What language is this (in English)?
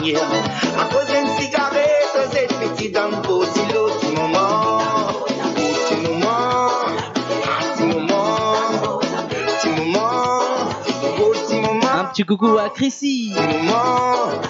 Morisyen